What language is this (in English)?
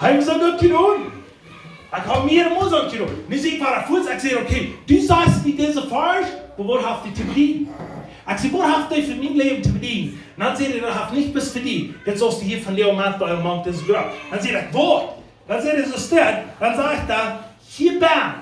Plautdietsch